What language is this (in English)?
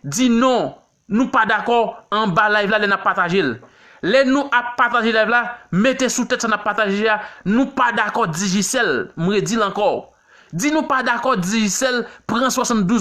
Haitian Creole